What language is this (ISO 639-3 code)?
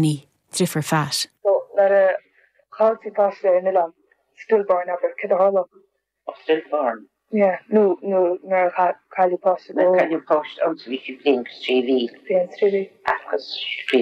gle